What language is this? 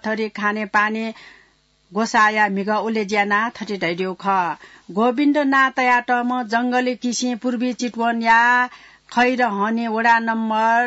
Newari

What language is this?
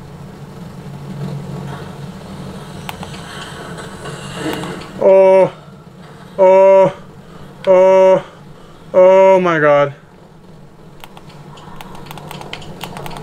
Swedish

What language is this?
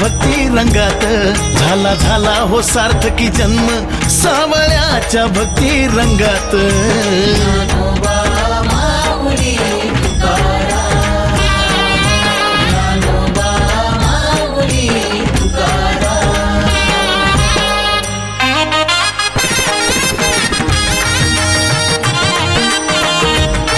Marathi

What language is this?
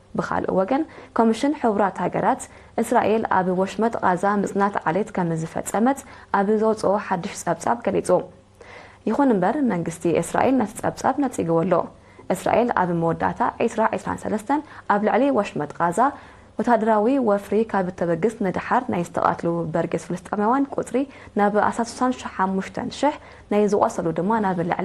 Tigrinya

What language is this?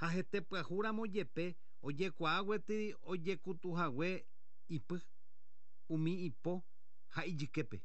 Guarani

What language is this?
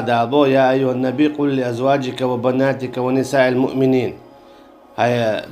Chechen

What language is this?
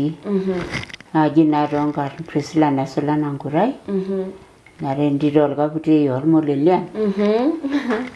Masai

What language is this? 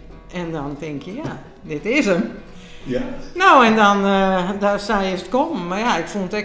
Western Frisian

